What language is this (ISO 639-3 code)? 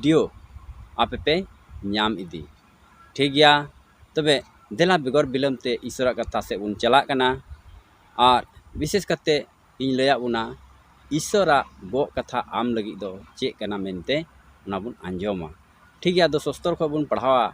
sat